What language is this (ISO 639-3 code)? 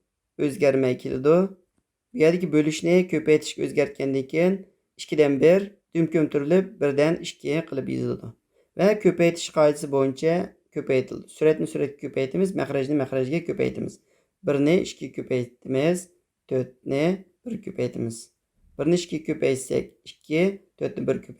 uig